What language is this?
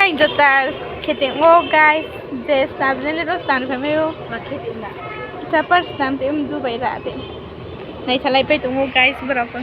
Riang (India)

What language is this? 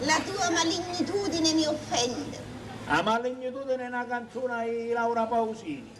Sicilian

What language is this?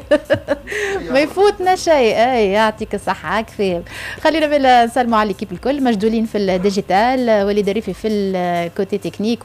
Tunisian Arabic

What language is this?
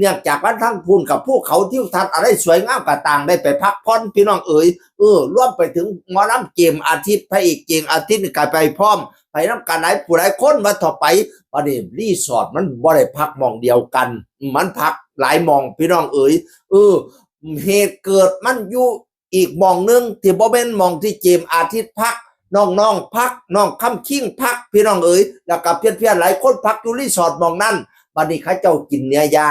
Northeastern Thai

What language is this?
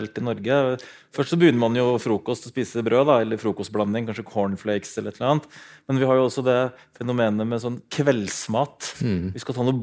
Norwegian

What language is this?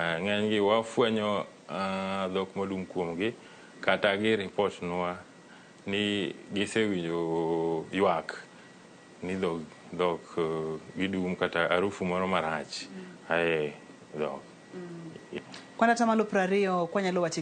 Luo (Kenya and Tanzania)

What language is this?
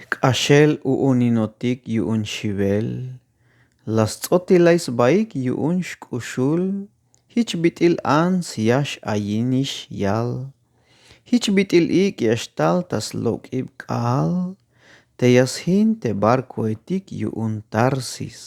Tzeltal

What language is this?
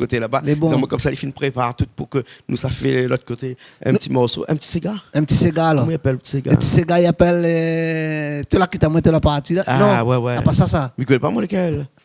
Réunion Creole French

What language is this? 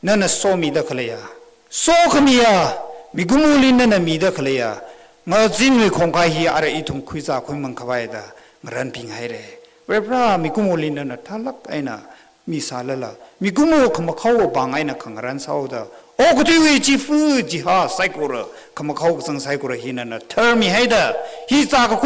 Tangkhul Naga (India)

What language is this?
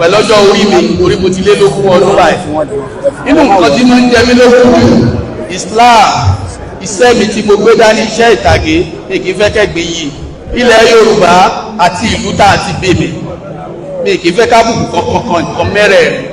Yoruba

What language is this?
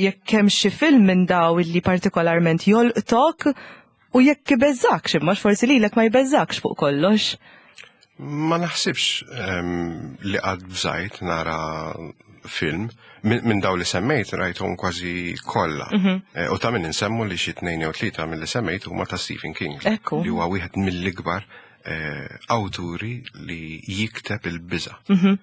Maltese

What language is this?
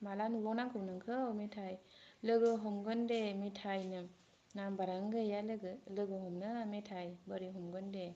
Bodo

